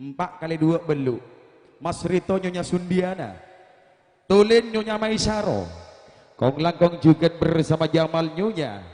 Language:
Madurese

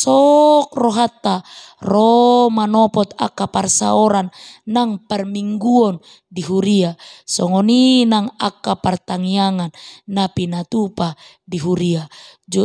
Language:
Batak Toba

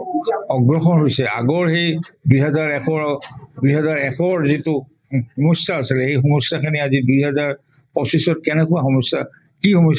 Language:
Assamese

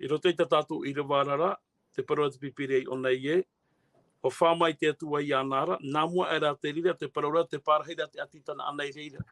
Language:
Tahitian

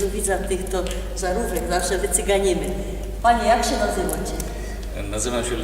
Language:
Silesian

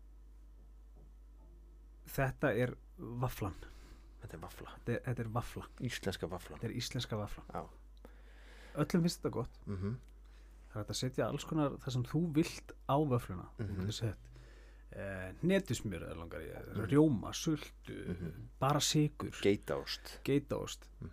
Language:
Icelandic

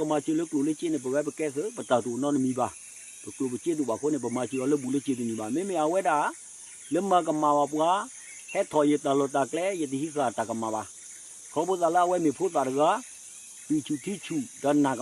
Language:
S'gaw Karen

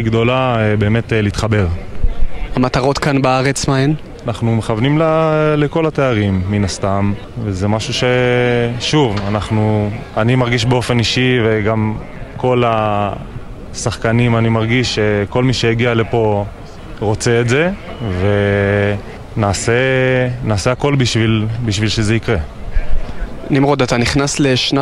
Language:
Hebrew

